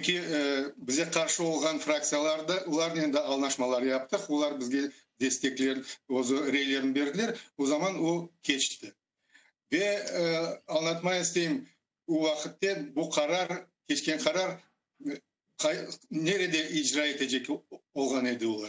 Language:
Crimean Tatar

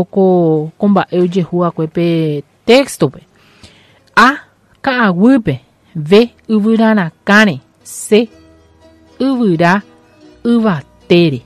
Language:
Guarani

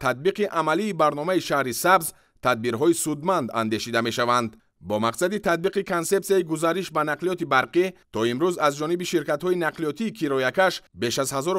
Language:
Tajik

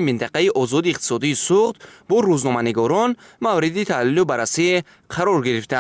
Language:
Tajik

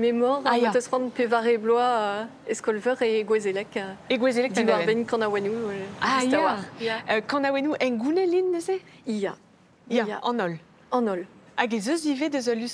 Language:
Breton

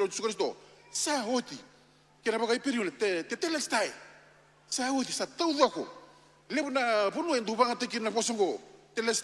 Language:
Fijian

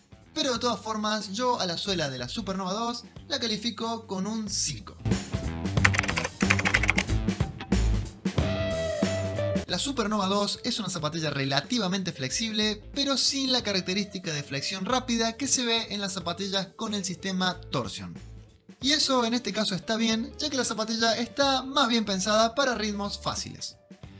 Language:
Spanish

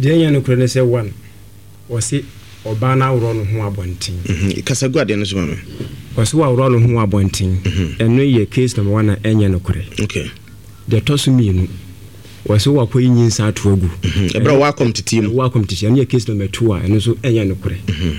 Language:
Akan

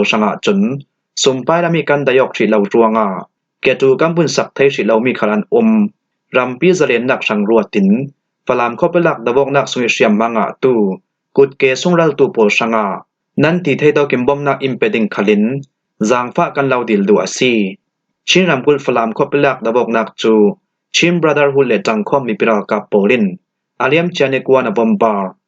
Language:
Falam Chin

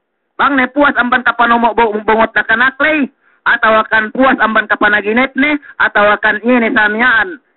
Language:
Yakan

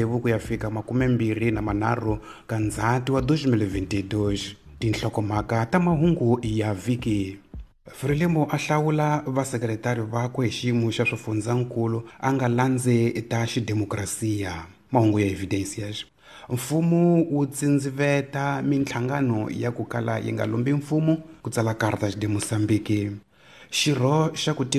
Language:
Tsonga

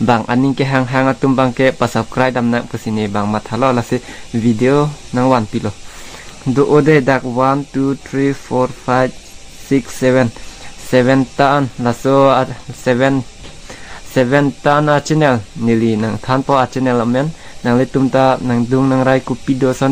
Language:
Karbi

